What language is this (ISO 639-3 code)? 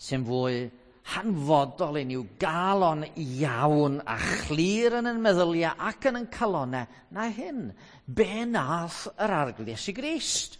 cym